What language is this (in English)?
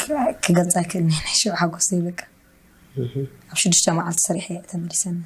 Tigrinya